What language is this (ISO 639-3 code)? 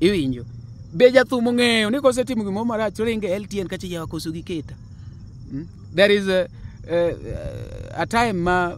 luo